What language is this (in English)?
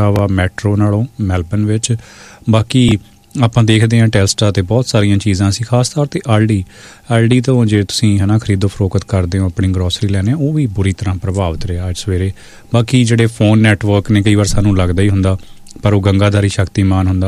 Punjabi